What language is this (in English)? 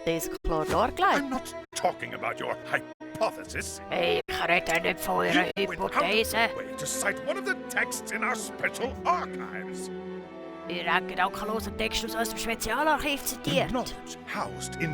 Swiss German